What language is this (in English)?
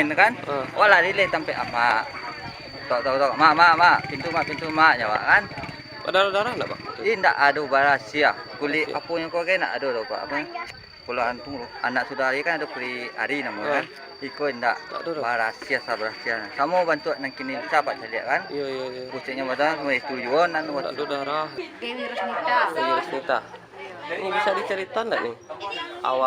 Minangkabau